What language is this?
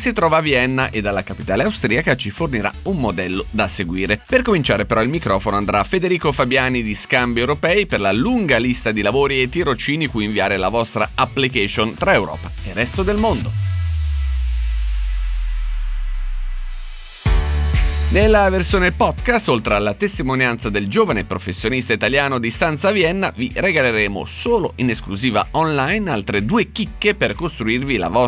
Italian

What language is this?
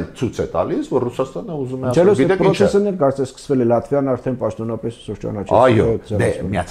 Armenian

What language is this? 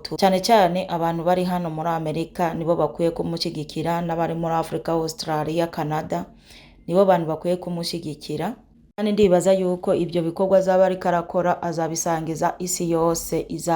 Rundi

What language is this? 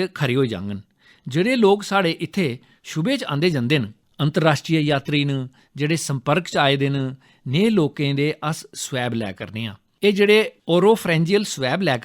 Dogri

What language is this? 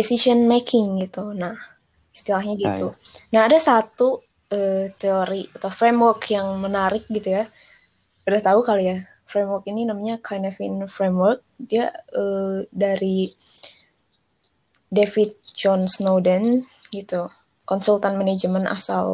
Indonesian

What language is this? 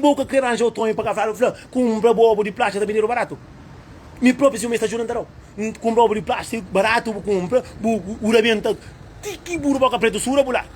Kabuverdianu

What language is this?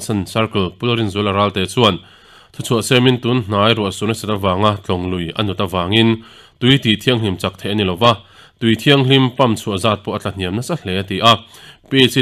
Mizo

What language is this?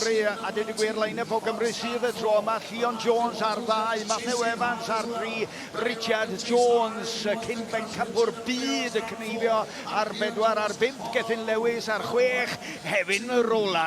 Welsh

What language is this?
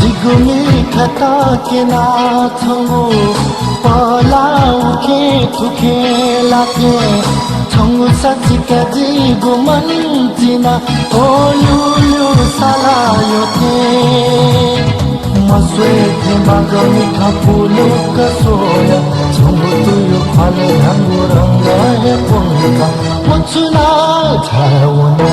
Newari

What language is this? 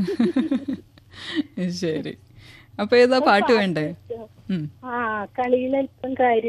Malayalam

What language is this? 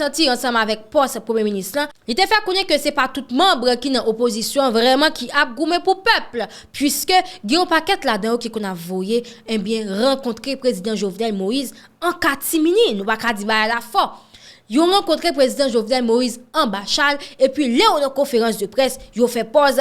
Haitian Creole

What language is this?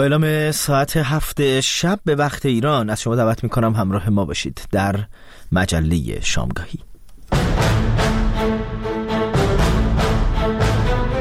Persian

